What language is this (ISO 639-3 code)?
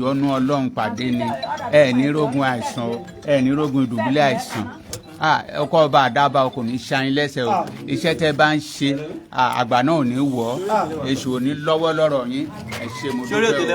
yor